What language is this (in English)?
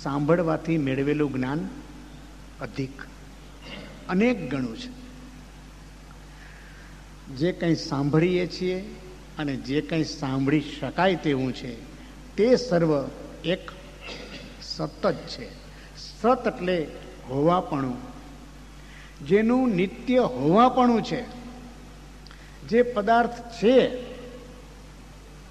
Gujarati